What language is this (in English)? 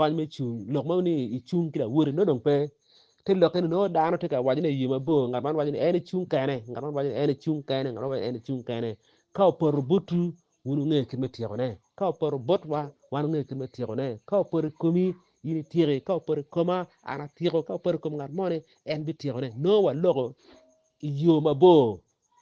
Acoli